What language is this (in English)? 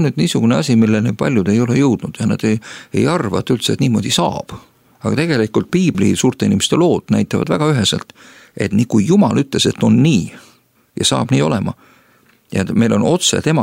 Estonian